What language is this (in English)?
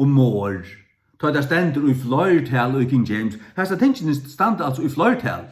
Faroese